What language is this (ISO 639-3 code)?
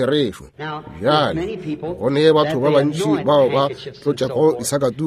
nso